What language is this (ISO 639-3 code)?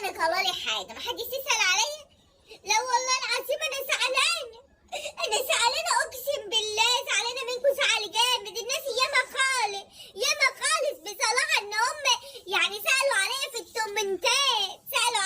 arz